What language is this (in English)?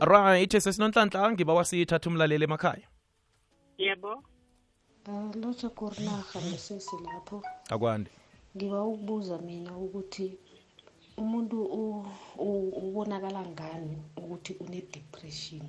South Ndebele